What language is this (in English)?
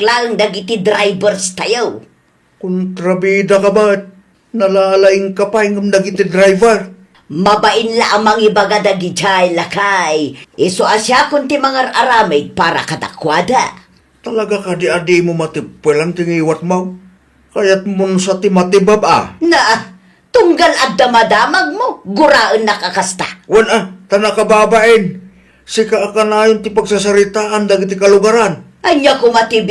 Iloko